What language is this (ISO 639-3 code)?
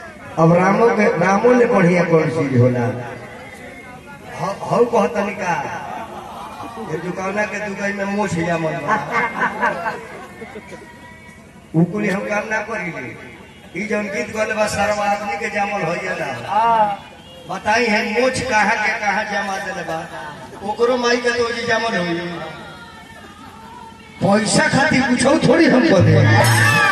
bho